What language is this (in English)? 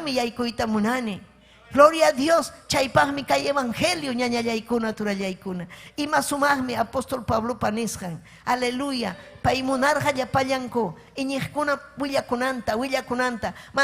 Ayacucho Quechua